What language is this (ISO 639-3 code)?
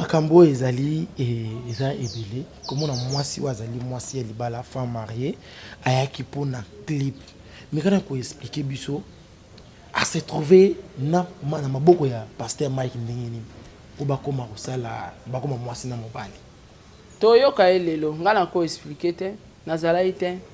lin